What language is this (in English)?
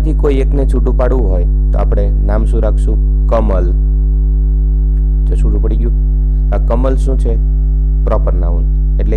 Gujarati